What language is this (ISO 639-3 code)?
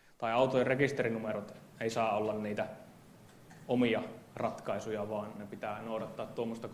fin